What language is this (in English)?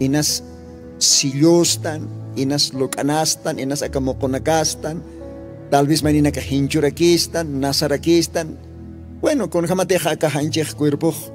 Aymara